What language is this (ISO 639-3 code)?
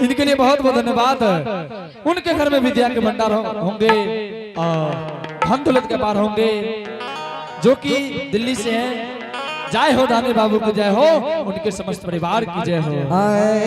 anp